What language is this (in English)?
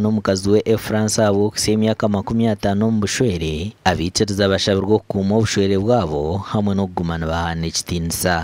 Nyankole